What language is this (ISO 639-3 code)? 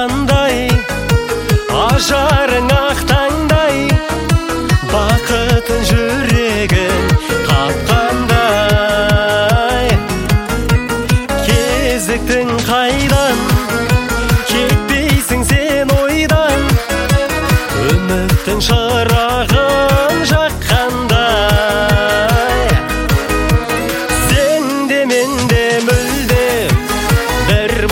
kaz